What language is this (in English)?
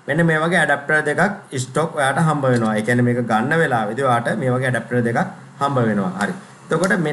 Sinhala